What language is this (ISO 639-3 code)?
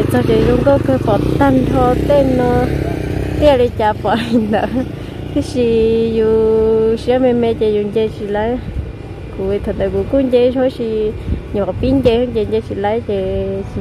hmn